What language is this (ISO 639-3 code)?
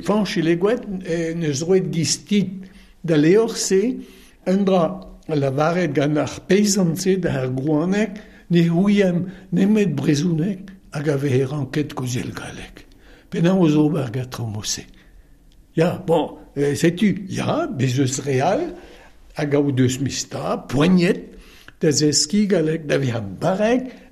bre